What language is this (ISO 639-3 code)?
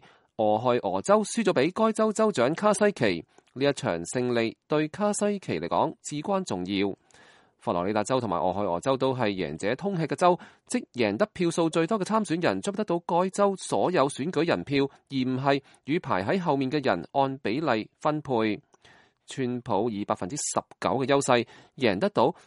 yue